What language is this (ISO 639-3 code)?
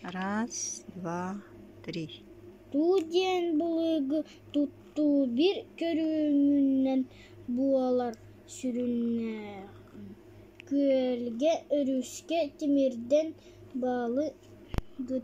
sah